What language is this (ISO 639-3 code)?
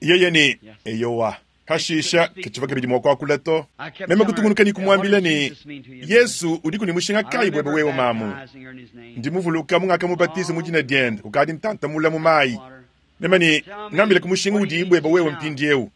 lua